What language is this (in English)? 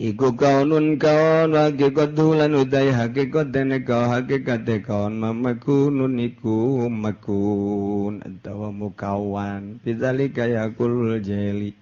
Sundanese